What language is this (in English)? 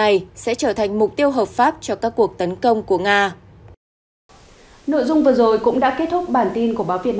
Vietnamese